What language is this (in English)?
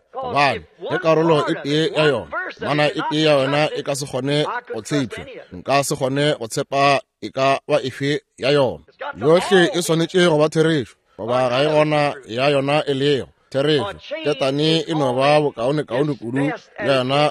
Northern Sotho